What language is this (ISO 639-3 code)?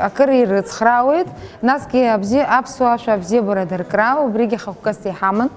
abk